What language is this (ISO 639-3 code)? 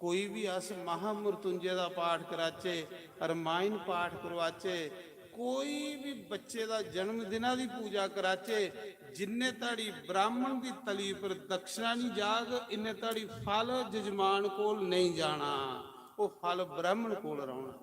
doi